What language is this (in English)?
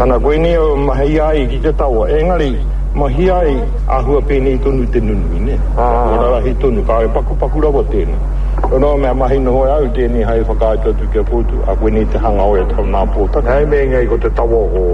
Māori